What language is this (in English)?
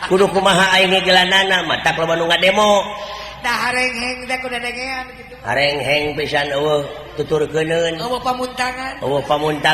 Sundanese